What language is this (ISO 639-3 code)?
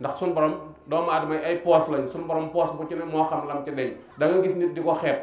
wol